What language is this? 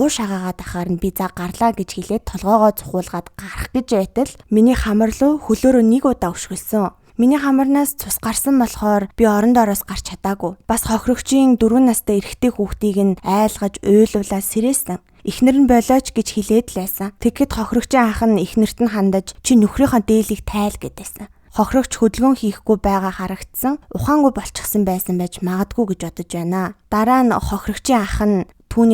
Mongolian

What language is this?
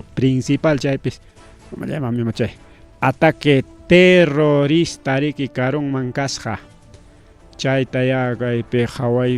Ayacucho Quechua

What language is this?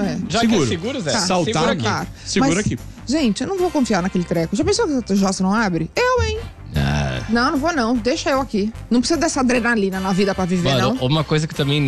Portuguese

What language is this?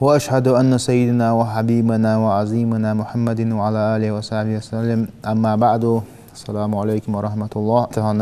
Ingush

